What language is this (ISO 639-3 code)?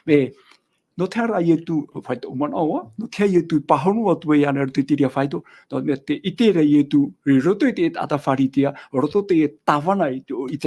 tah